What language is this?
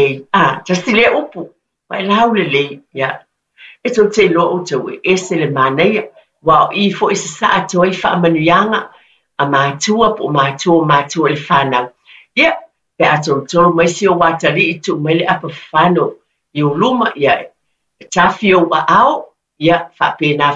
Samoan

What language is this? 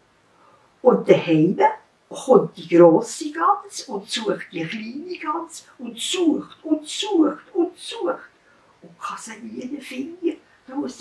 Swiss German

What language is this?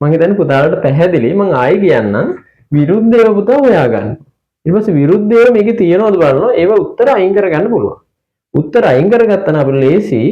Sinhala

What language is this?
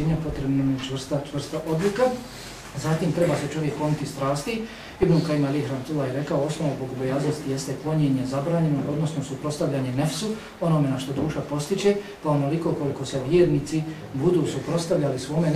Bosnian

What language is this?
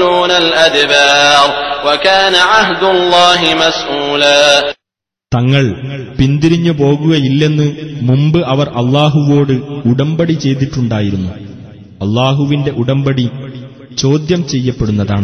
Malayalam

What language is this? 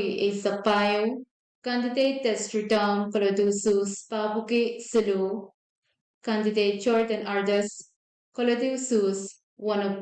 Pohnpeian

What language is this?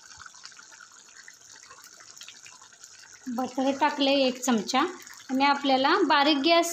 Marathi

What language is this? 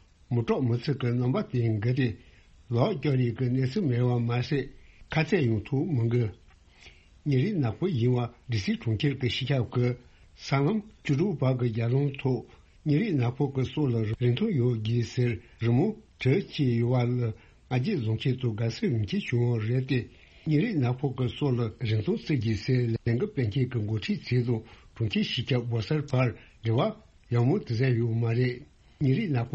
Tibetan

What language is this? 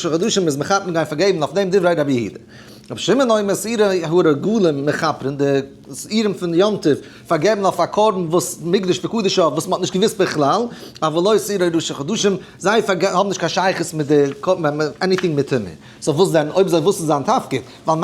Yiddish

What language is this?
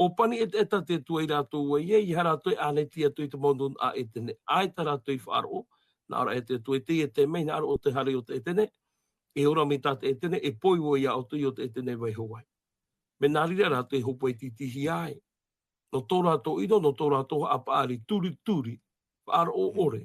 Tahitian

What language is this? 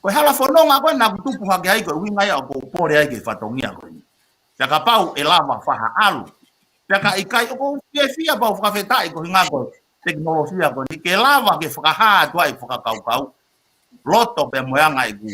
Tongan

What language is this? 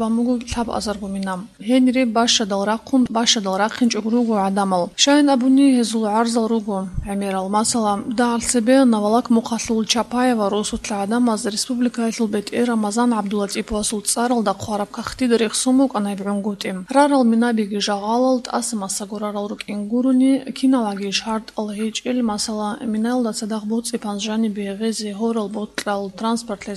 Avaric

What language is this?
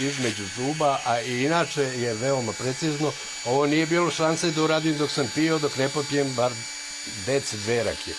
Bosnian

